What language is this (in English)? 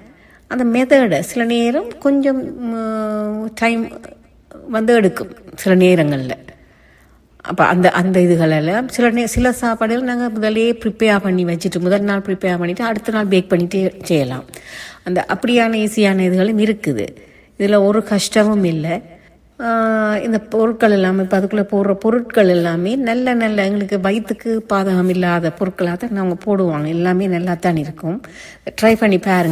Tamil